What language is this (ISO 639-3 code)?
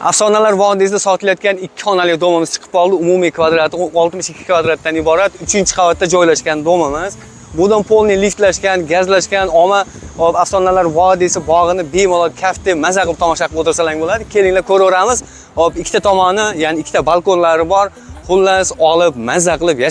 uzb